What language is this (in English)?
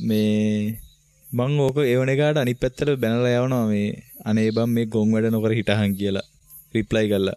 Sinhala